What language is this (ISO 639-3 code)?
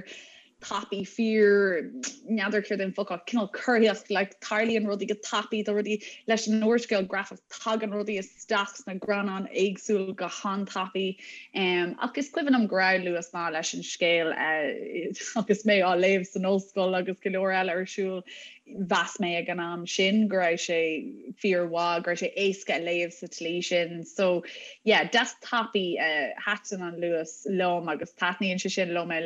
gle